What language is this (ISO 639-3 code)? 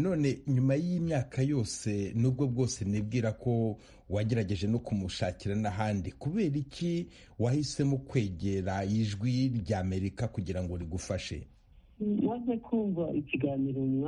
kin